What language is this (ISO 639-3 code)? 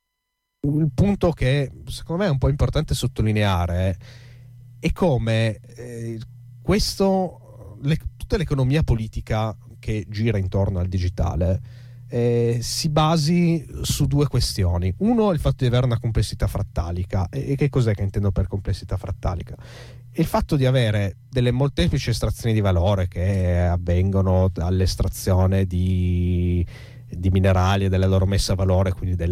ita